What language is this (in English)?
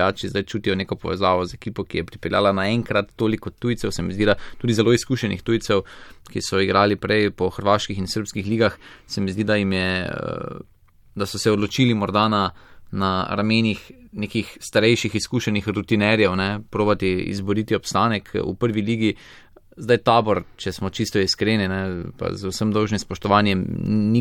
Slovenian